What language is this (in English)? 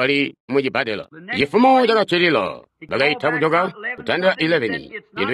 Tonga (Zambia)